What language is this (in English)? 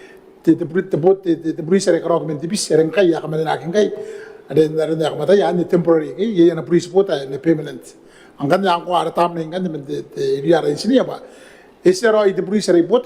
Gilbertese